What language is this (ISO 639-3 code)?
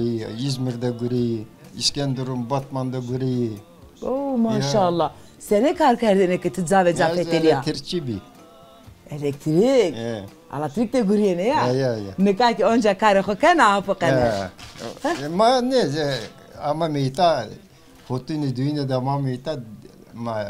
zza